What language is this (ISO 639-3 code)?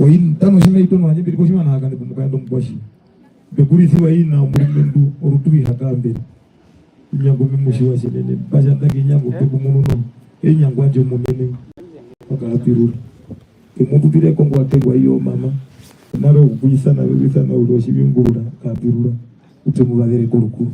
her